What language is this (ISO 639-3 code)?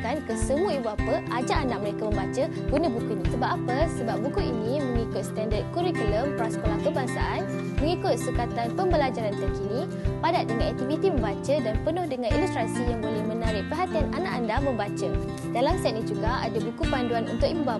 msa